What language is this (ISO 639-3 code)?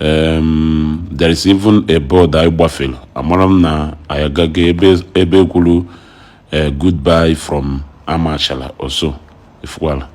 ibo